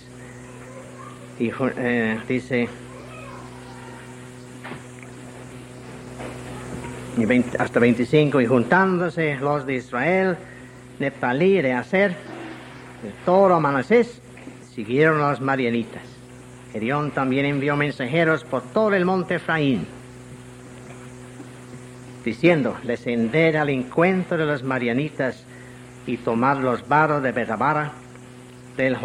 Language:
Spanish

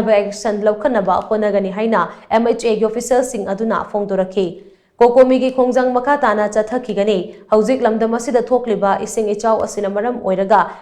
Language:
Manipuri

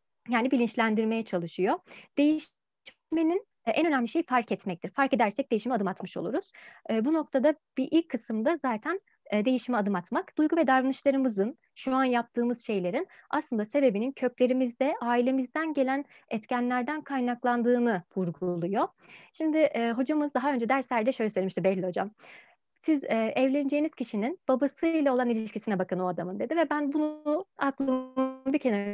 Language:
Turkish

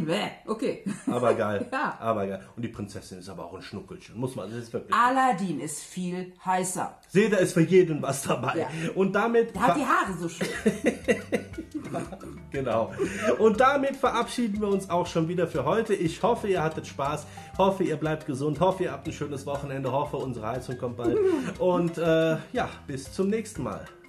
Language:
German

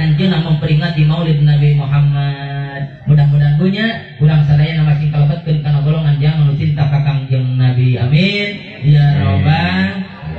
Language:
Sundanese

